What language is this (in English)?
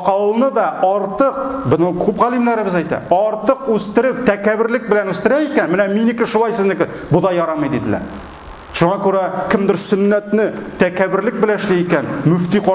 Tatar